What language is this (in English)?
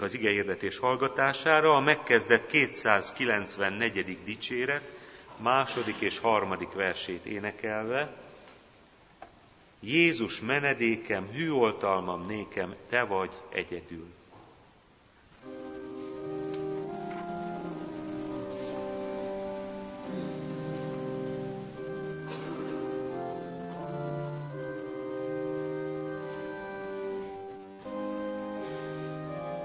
Hungarian